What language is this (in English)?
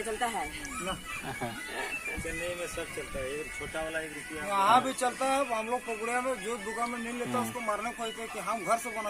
Santali